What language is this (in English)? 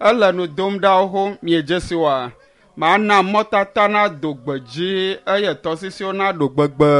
Ewe